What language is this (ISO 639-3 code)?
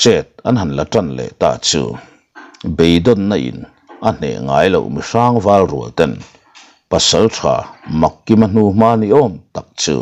lus